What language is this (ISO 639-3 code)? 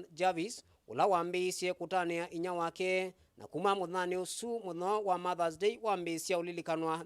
kam